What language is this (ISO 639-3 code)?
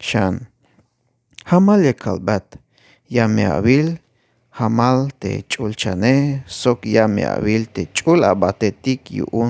tzh